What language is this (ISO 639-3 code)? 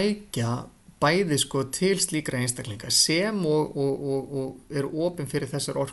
isl